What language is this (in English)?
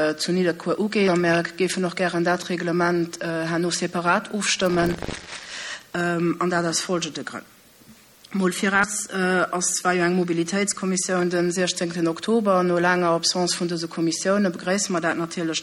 Luxembourgish